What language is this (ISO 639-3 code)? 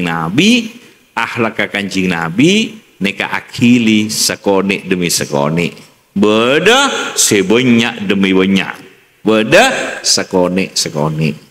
mad